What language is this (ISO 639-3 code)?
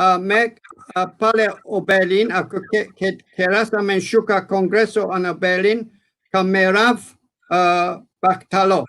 rmn